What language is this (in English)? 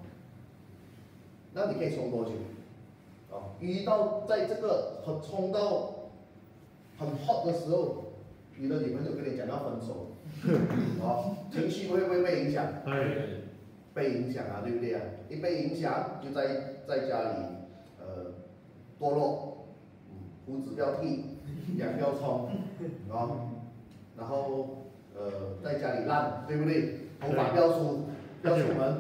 Chinese